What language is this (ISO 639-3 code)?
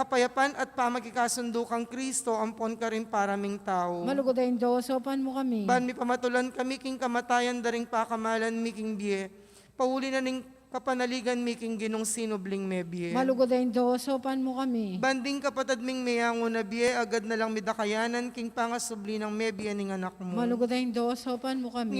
pam